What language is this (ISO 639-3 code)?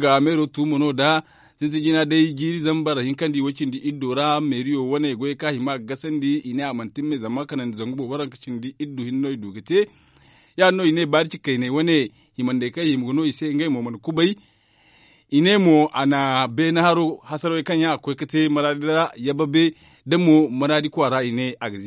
dje